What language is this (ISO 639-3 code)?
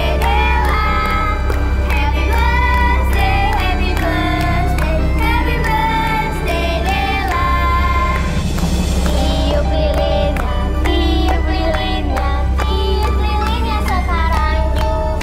ind